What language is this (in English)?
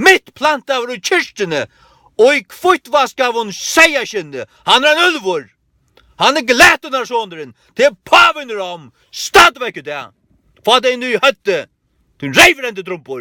Faroese